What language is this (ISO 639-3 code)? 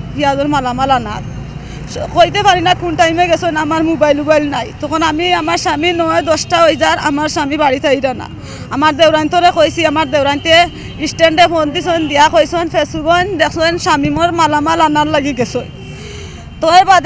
syl